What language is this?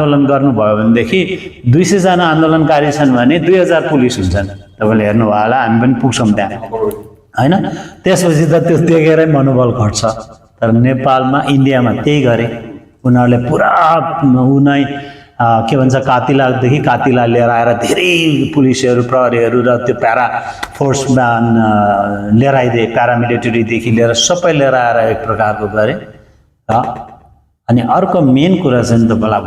Nepali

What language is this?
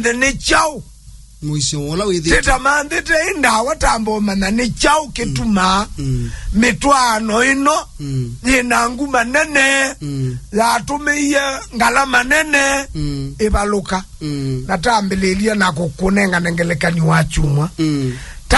Kamba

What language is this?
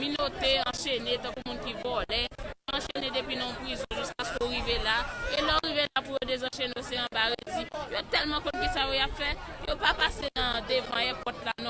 Haitian Creole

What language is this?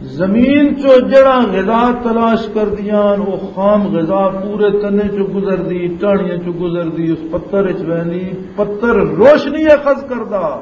Western Panjabi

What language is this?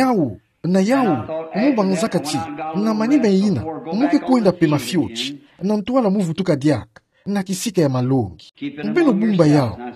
Kituba (Democratic Republic of Congo)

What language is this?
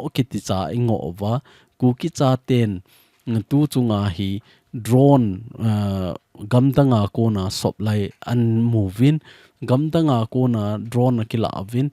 Thado Chin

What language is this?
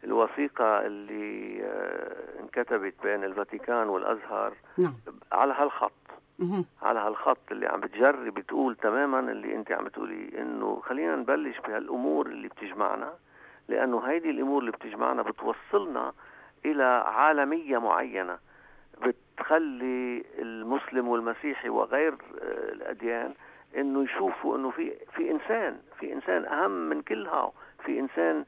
North Levantine Arabic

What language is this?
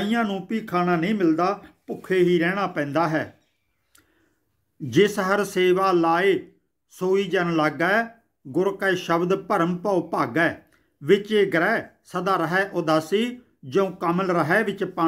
Punjabi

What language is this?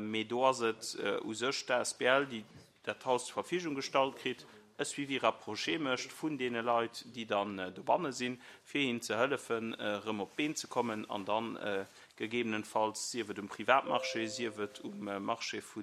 Luxembourgish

